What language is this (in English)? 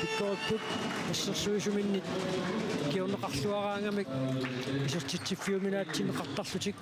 Kalaallisut